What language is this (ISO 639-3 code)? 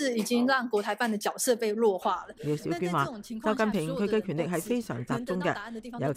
yue